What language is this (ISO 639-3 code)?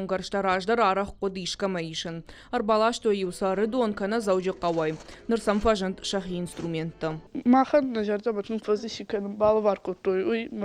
oss